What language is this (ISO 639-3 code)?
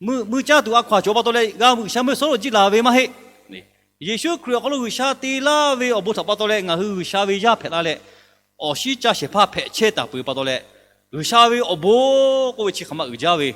lhu